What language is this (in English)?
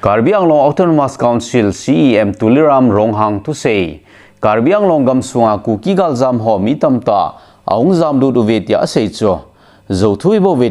Thado Chin